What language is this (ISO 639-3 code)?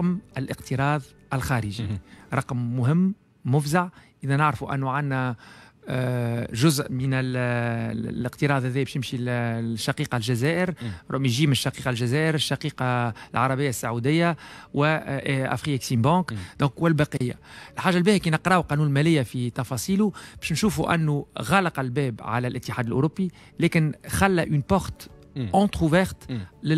aeb